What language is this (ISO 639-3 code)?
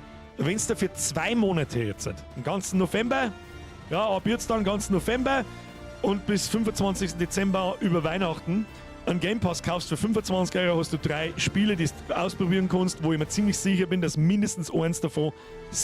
bar